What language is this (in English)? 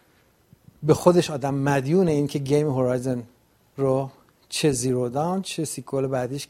Persian